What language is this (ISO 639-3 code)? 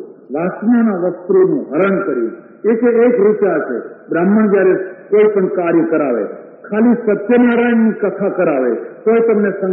guj